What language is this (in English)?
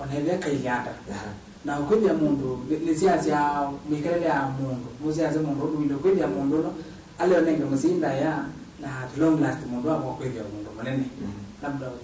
Kamba